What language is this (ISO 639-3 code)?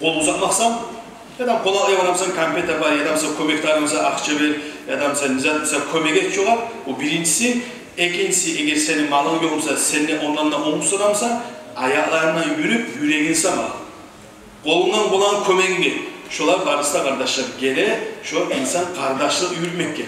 kum